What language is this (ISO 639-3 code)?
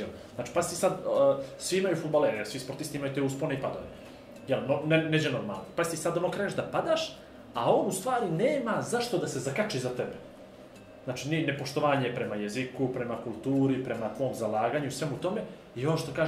bos